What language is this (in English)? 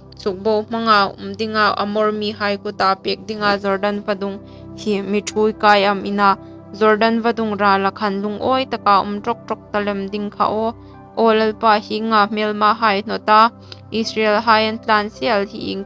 Hmar